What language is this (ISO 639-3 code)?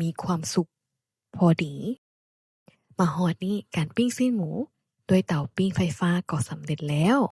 lao